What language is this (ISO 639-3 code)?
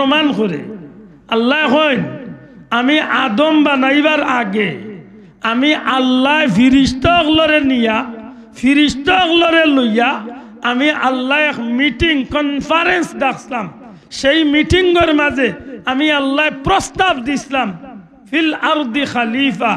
syl